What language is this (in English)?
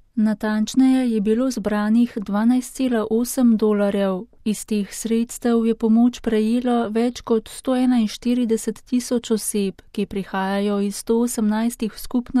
Slovenian